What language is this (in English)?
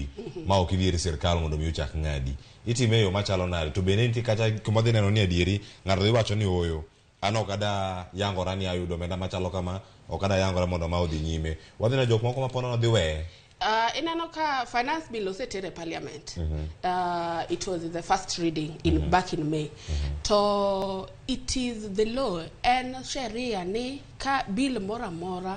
Luo (Kenya and Tanzania)